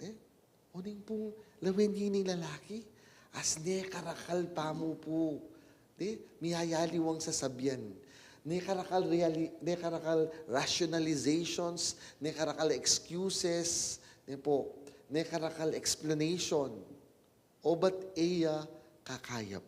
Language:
Pampanga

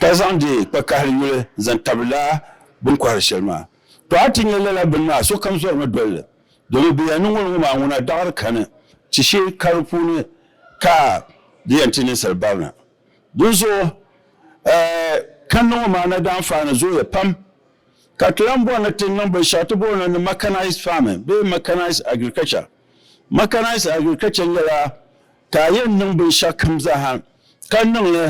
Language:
Dagbani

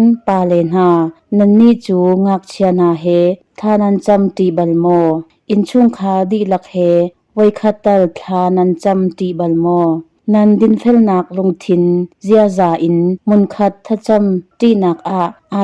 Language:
Hakha Chin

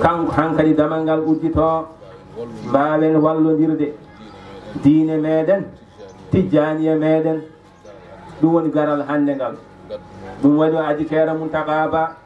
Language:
Fula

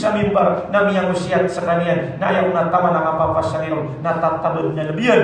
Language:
Maranao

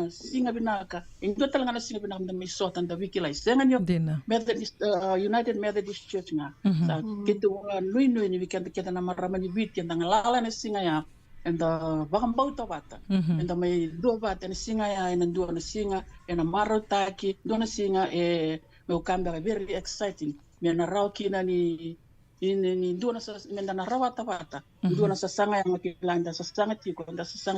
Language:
Fijian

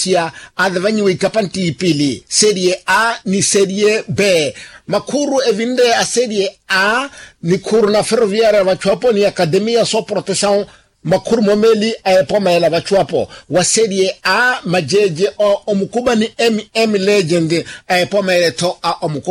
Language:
Makhuwa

